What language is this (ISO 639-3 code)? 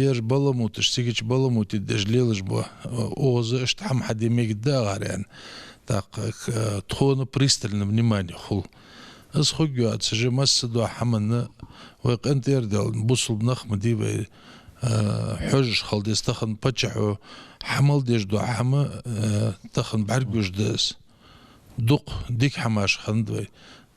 inh